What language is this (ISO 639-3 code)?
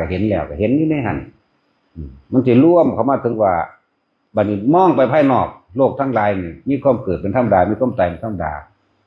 tts